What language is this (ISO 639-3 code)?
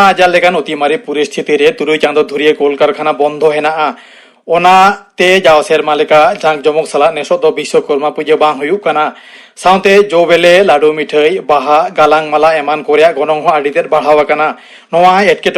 sat